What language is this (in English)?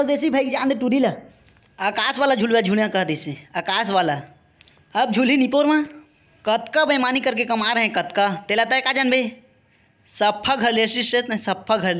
Chhattisgarhi